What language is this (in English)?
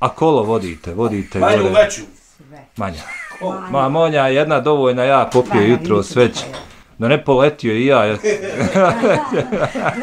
Bosnian